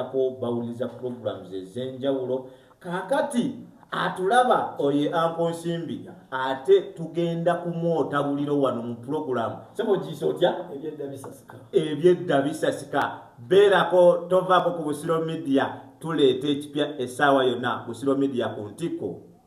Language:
Ganda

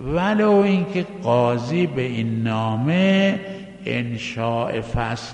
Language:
Persian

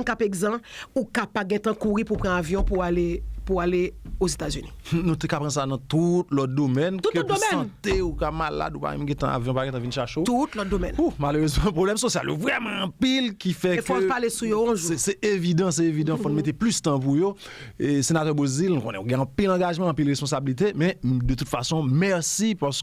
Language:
Haitian Creole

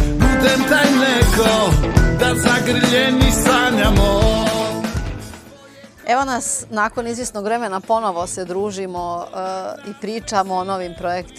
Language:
Bosnian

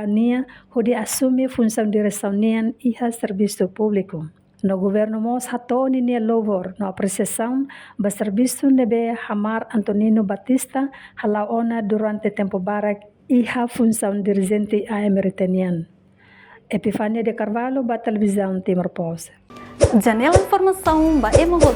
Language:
Tetum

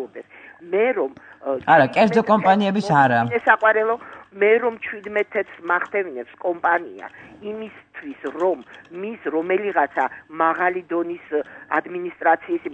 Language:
Georgian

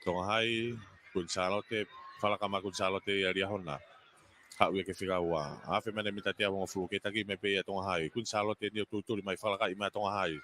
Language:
Tongan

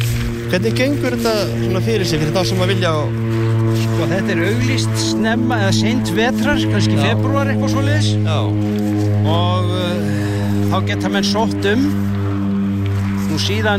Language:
Icelandic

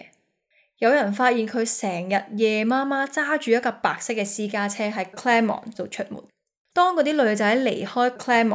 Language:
Cantonese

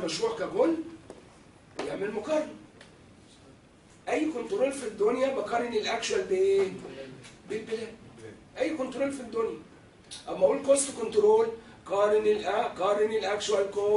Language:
Egyptian Arabic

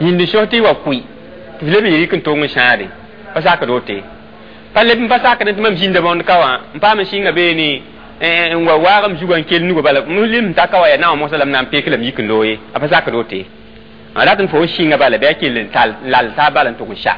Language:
Mossi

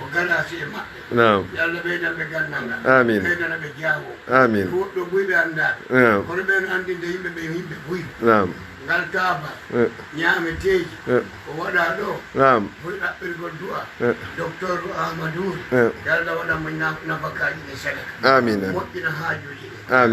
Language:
Fula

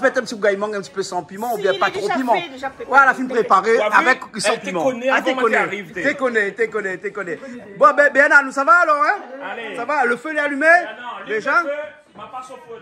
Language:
Réunion Creole French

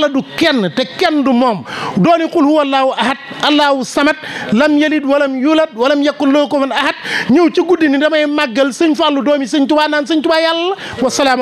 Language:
Wolof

